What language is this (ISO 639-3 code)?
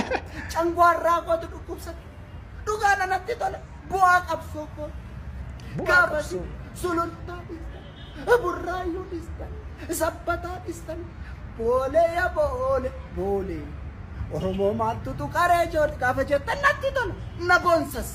orm